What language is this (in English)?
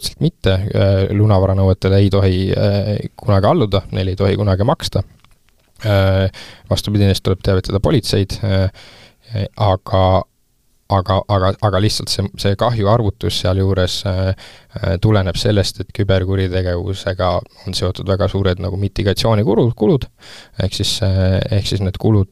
Estonian